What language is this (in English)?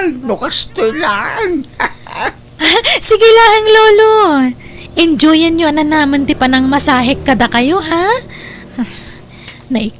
Iloko